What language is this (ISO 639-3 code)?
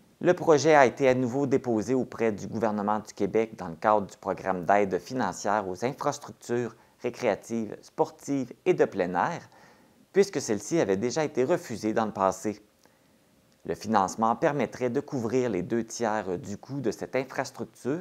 fra